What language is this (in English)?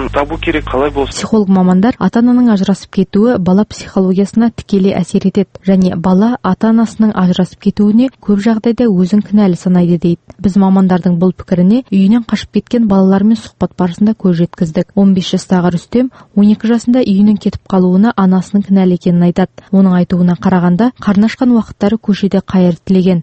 Kazakh